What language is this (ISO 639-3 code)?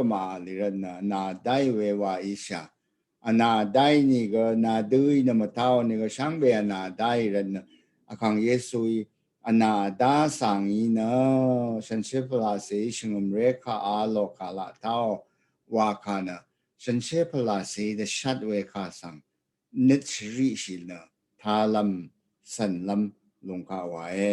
raw